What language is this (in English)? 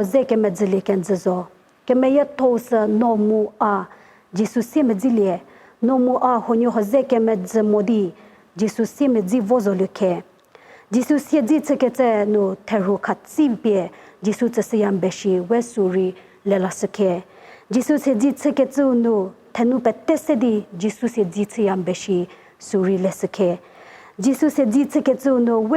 Angami Naga